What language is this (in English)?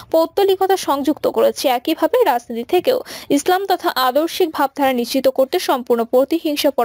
Bangla